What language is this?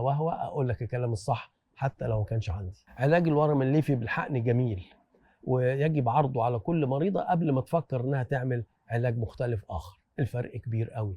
Egyptian Arabic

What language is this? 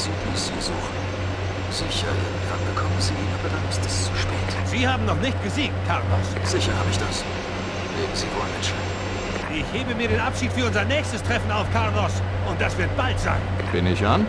Bavarian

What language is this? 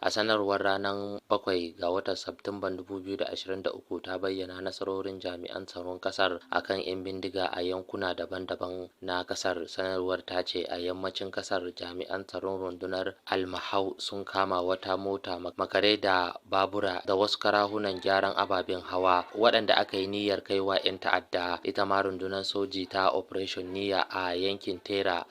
Hausa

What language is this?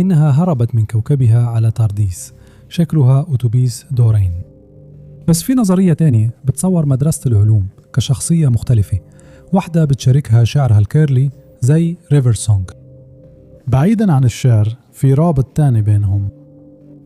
Egyptian Arabic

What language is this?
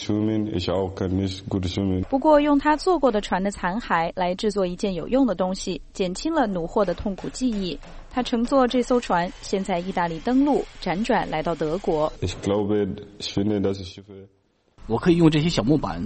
Chinese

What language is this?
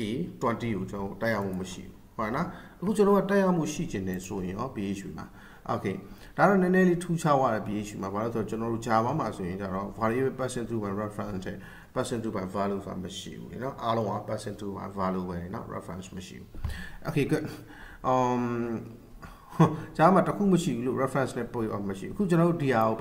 Burmese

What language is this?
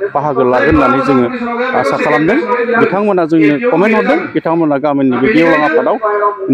Bodo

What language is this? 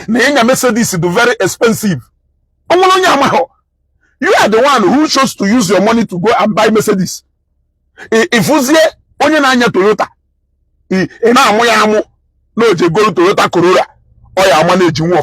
Igbo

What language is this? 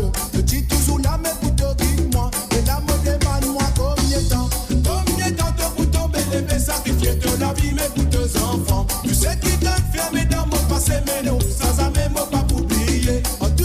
Morisyen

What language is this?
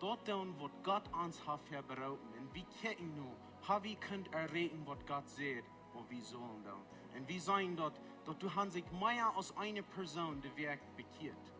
Plautdietsch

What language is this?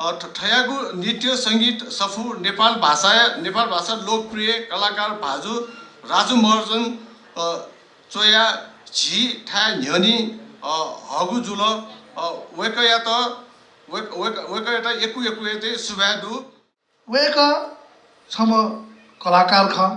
Newari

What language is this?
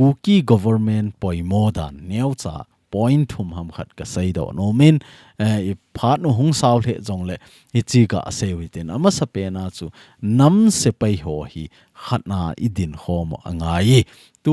Thado Chin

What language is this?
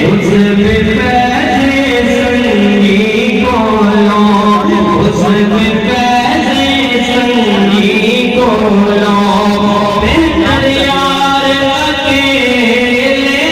Pahari-Potwari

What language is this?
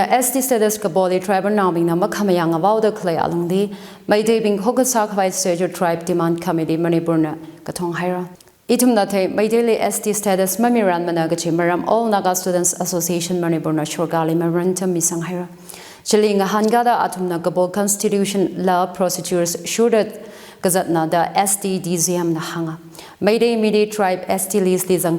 Tangkhul Naga (India)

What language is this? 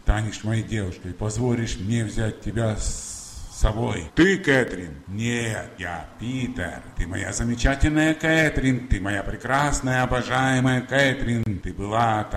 Russian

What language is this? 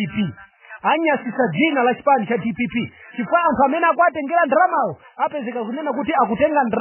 Nyanja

